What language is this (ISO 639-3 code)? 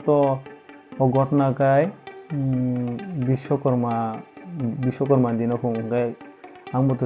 trp